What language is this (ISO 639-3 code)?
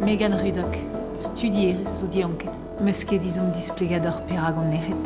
bre